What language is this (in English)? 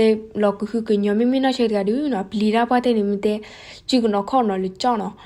S'gaw Karen